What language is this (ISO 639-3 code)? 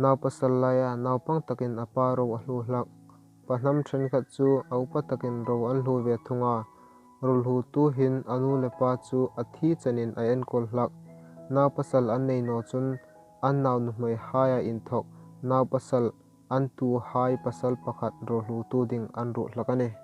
hmr